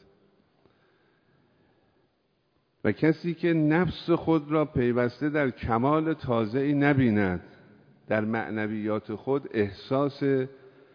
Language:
Persian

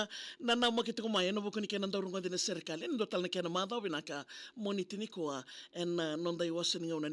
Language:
Fijian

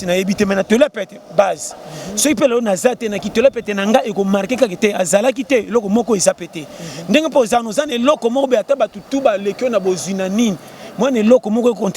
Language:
Lingala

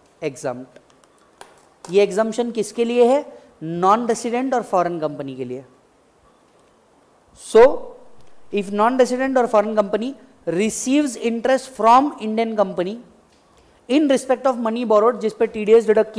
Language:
Hindi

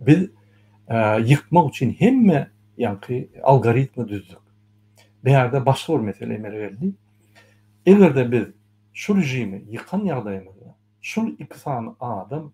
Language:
Turkmen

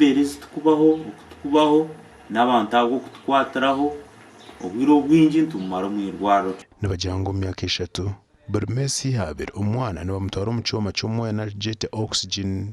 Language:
Nyankole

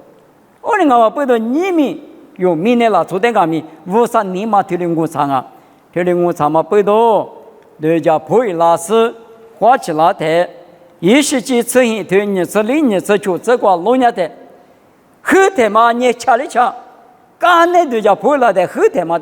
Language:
Lisu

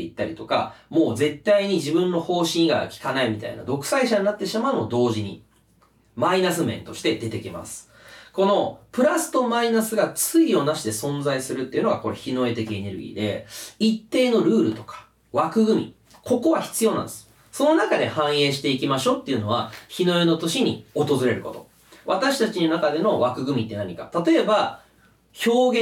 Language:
Japanese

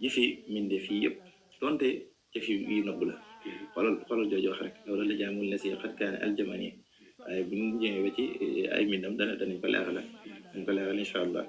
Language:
Wolof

